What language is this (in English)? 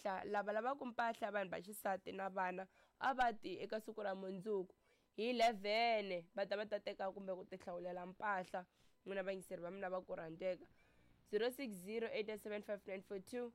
Tsonga